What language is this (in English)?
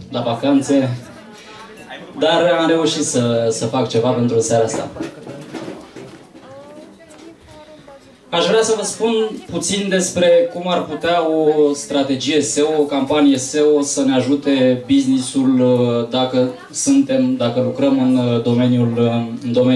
Romanian